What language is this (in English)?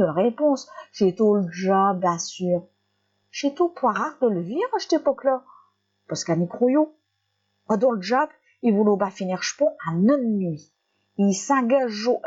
Picard